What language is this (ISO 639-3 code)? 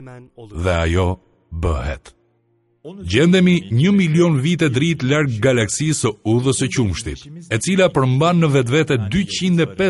sqi